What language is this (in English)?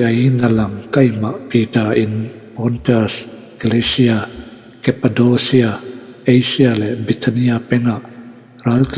Falam Chin